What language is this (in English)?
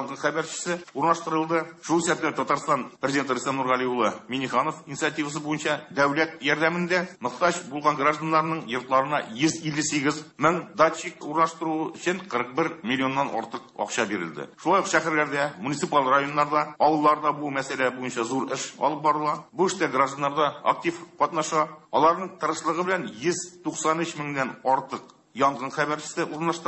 Tatar